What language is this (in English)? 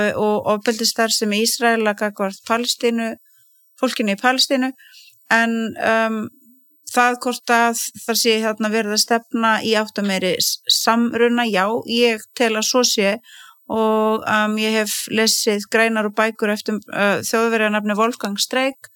Icelandic